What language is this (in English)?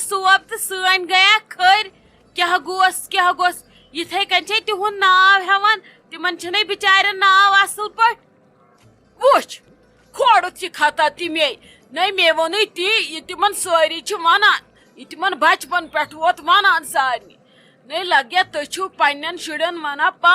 Kashmiri